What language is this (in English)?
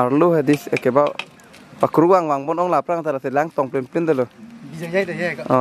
Karbi